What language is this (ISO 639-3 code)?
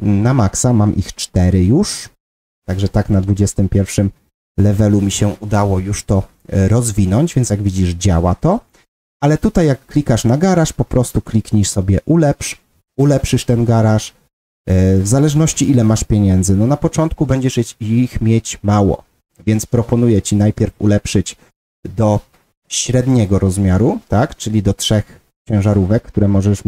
pol